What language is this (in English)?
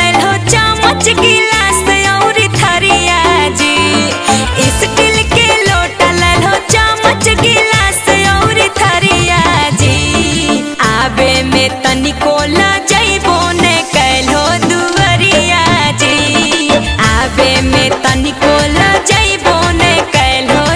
Magahi